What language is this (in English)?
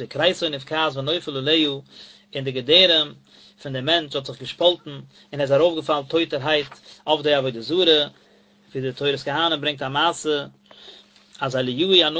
Yiddish